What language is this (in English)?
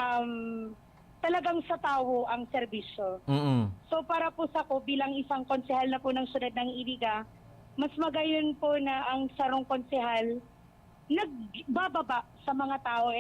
Bikol